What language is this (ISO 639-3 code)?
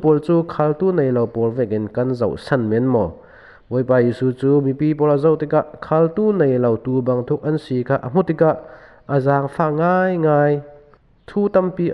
cfm